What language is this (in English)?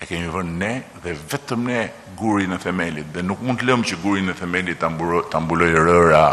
Albanian